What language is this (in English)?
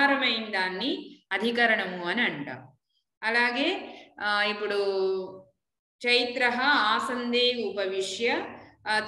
Telugu